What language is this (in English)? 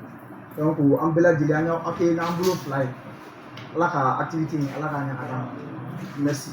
Bambara